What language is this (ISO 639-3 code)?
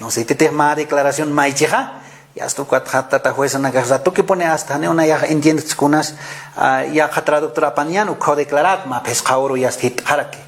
aym